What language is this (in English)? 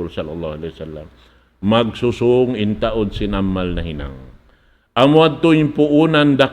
Tausug